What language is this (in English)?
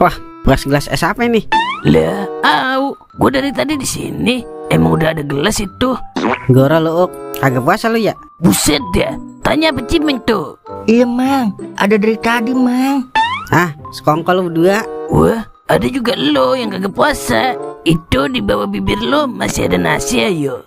Betawi